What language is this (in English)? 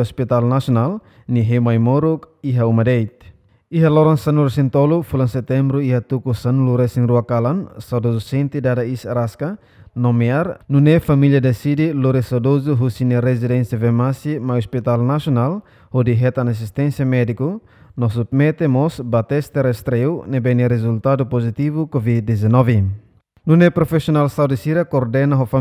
Tetum